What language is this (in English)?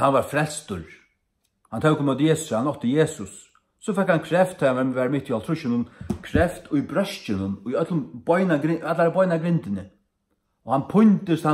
Faroese